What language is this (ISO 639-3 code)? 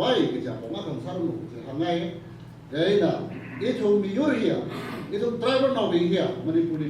nmf